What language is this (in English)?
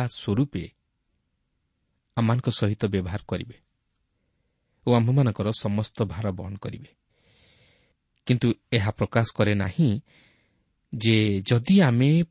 Odia